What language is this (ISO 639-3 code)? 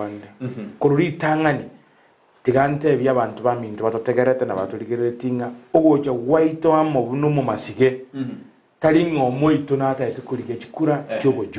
guz